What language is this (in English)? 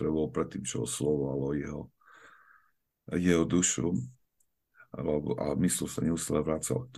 Slovak